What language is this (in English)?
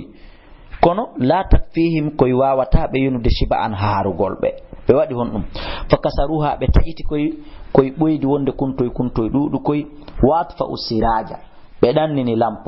Fula